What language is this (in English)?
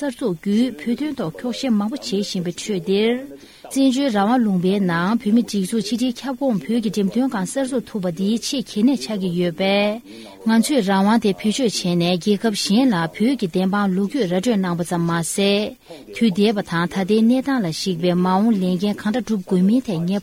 Tibetan